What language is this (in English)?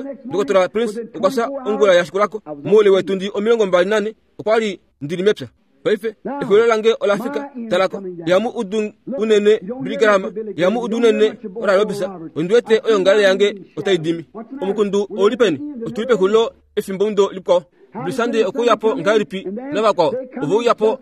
Kuanyama